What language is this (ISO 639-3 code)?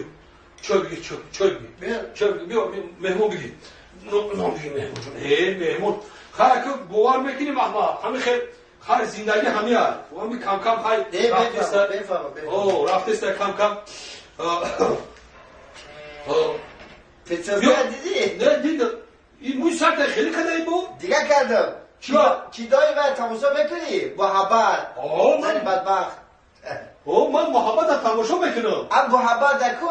tgk